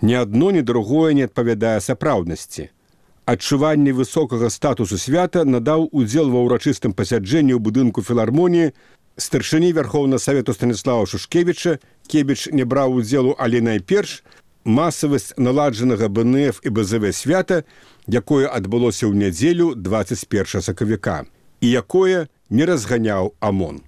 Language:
Belarusian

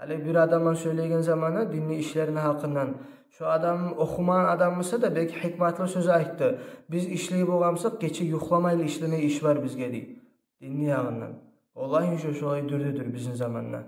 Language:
Kumyk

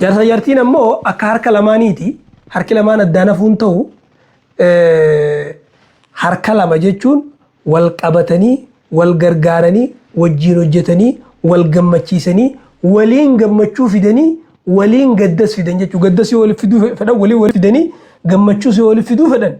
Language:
Oromo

